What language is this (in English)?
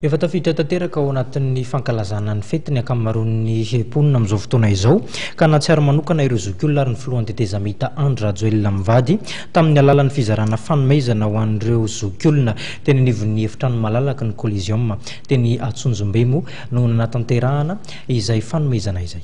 Malagasy